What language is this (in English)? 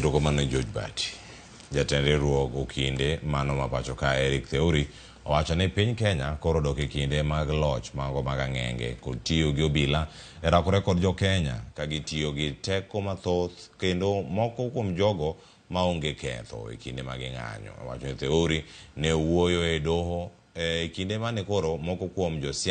Luo (Kenya and Tanzania)